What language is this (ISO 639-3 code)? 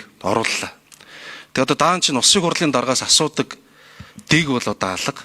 mon